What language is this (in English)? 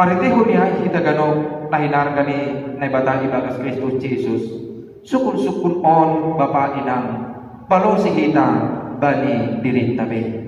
Batak Simalungun